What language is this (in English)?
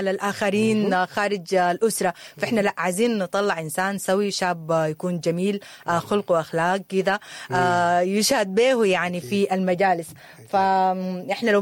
Sudanese Arabic